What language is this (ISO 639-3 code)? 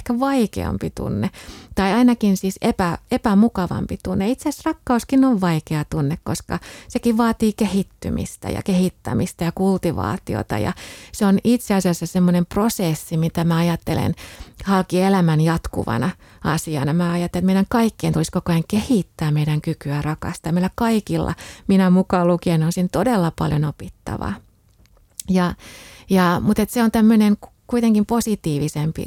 fin